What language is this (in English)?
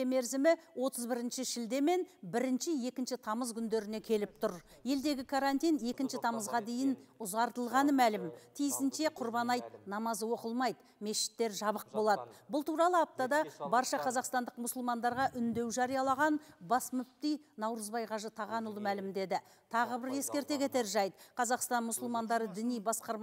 Kazakh